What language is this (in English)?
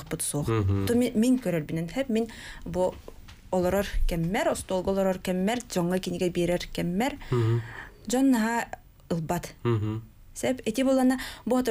Yakut